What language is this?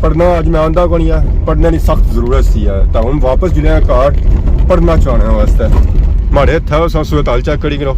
Pahari-Potwari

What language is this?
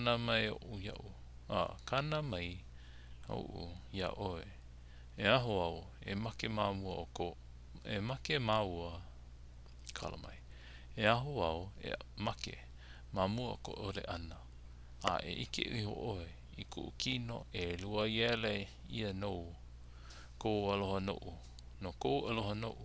Hawaiian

